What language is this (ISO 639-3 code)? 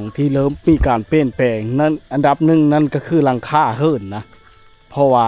lao